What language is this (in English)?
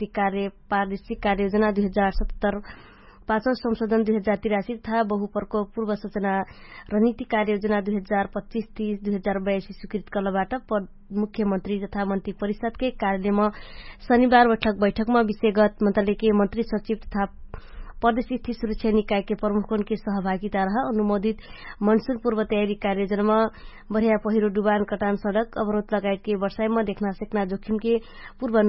Dangaura Tharu